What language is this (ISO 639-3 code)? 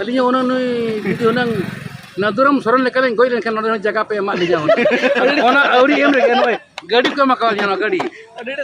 sat